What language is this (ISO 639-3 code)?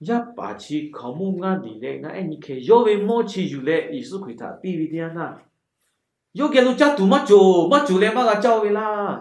lhu